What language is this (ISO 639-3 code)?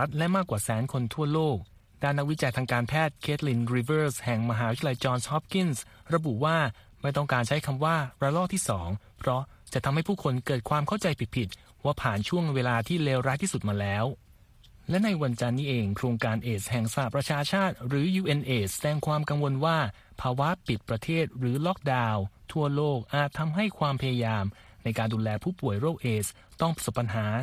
tha